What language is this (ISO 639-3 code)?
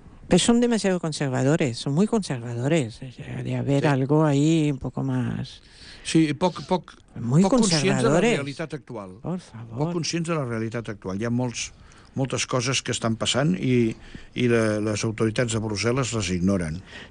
cat